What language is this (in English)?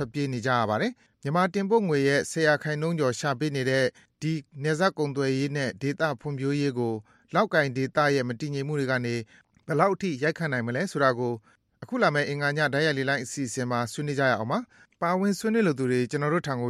Burmese